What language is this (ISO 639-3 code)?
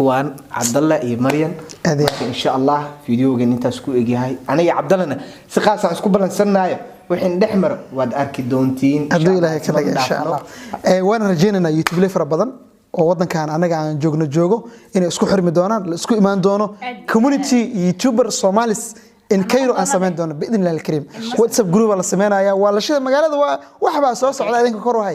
som